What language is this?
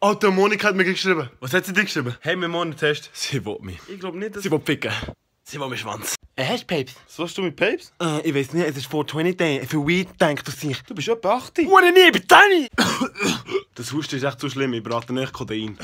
Swiss German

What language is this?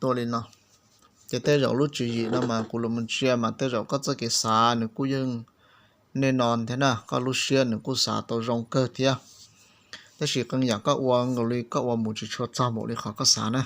Hmong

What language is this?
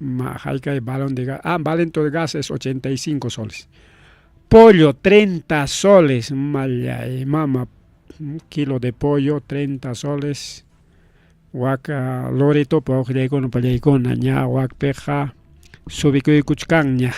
Ayacucho Quechua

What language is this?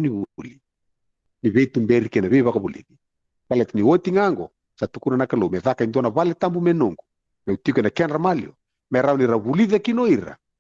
Fijian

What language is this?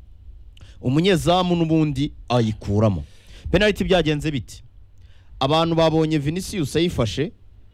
Kinyarwanda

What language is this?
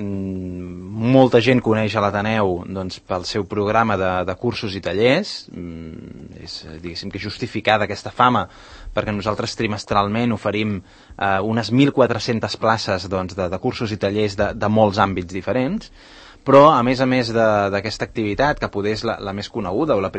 Catalan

